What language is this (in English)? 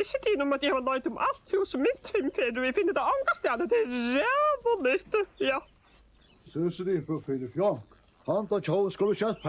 Faroese